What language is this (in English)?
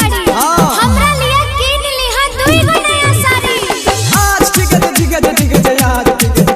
Maithili